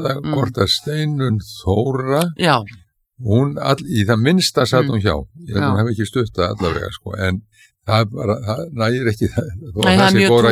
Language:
Icelandic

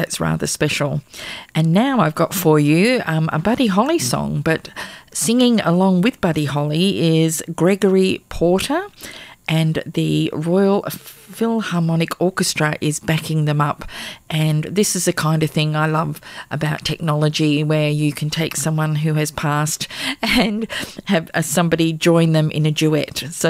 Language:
English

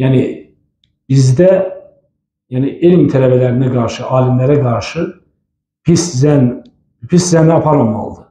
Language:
Azerbaijani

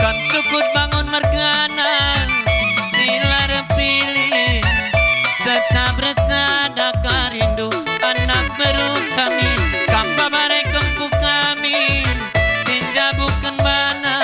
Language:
Batak Karo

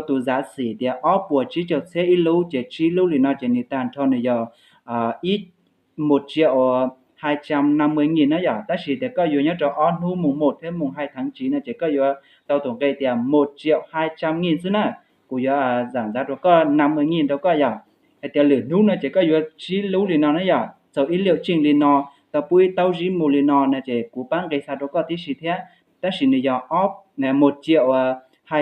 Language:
Hmong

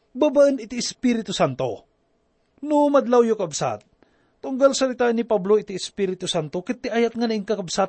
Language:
Iloko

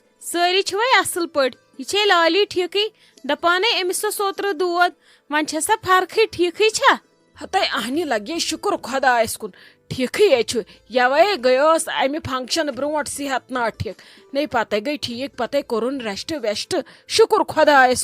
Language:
Kashmiri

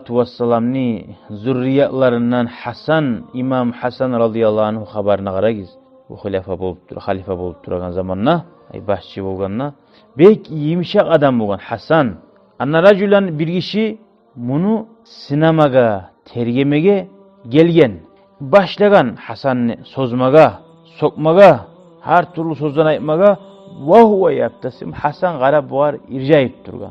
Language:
Kumyk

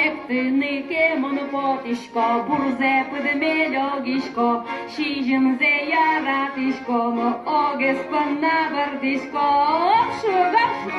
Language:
Udmurt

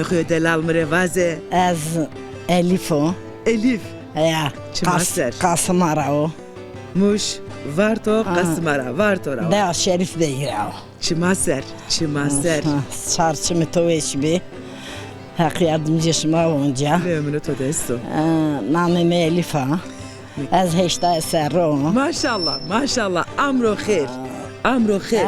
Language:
Zaza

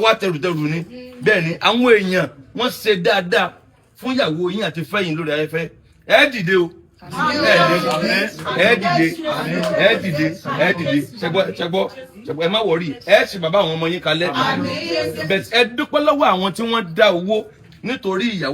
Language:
Yoruba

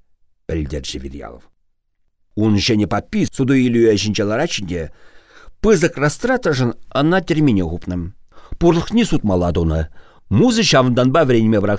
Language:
Chuvash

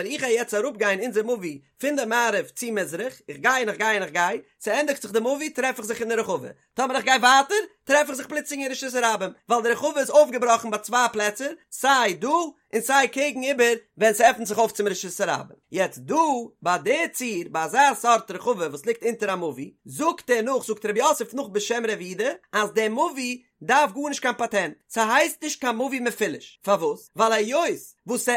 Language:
Yiddish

